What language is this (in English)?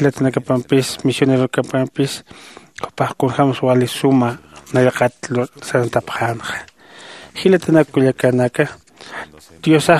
Aymara